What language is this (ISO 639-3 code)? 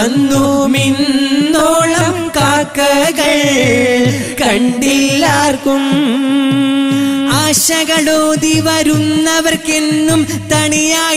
mal